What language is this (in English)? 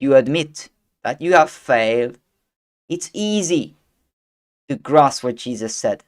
English